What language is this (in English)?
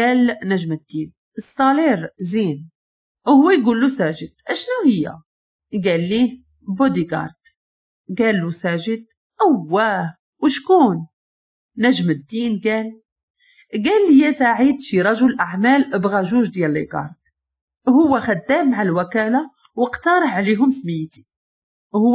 Moroccan Arabic